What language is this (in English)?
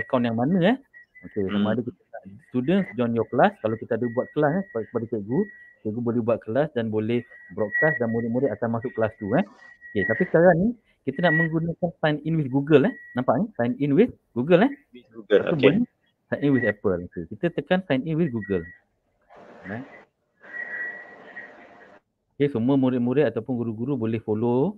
Malay